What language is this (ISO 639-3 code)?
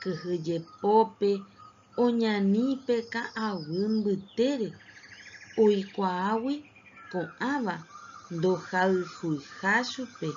grn